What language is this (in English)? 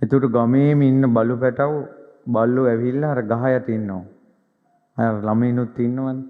Sinhala